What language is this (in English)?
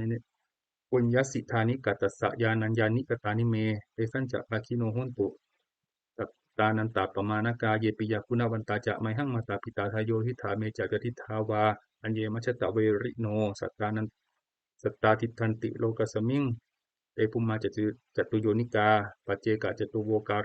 Pali